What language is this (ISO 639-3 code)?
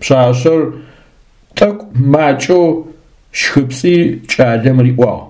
ady